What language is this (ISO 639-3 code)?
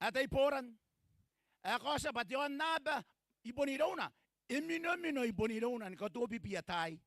gil